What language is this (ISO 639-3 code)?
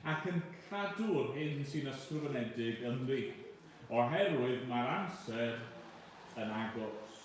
cym